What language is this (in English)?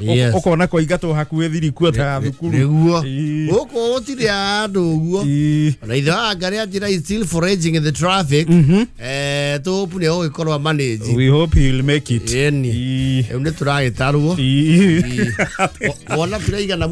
Kikuyu